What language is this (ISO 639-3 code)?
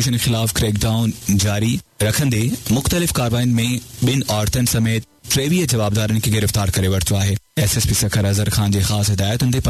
snd